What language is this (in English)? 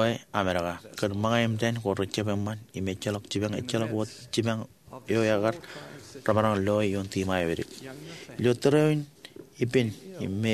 Marshallese